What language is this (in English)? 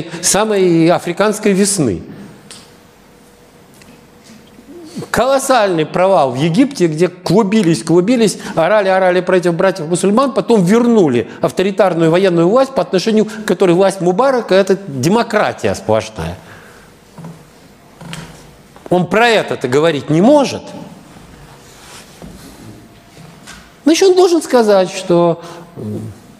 Russian